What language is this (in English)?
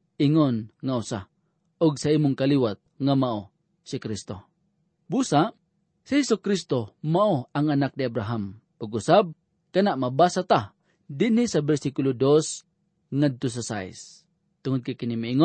Cebuano